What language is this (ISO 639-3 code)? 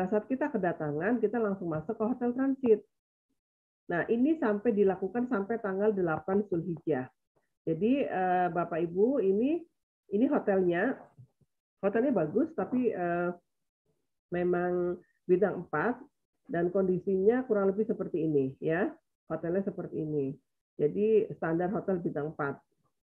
ind